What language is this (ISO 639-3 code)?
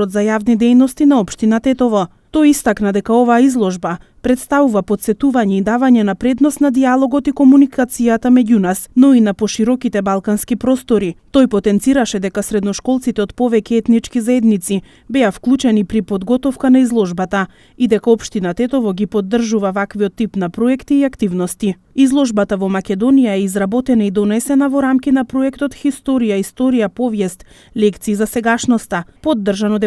mkd